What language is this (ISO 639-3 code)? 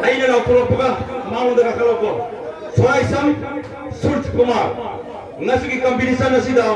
mni